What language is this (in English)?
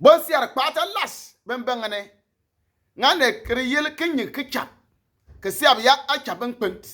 Bimoba